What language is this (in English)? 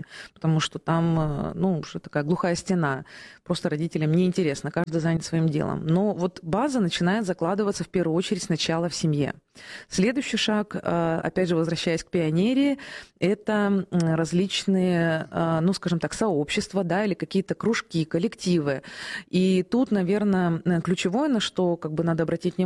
Russian